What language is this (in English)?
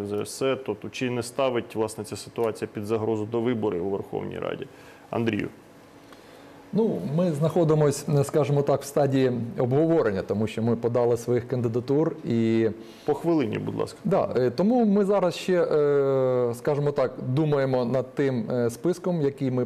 Ukrainian